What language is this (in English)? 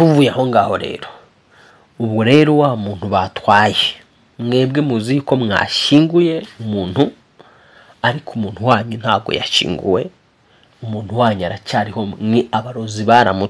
Kinyarwanda